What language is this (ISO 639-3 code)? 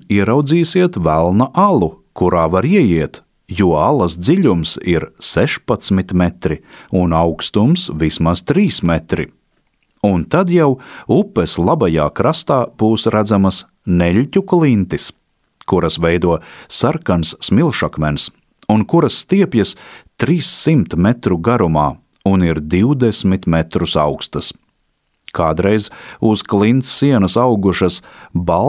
lav